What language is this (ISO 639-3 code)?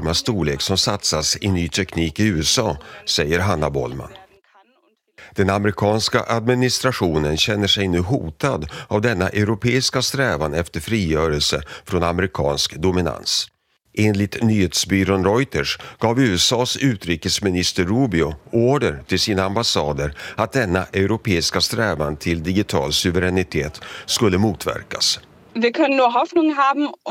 swe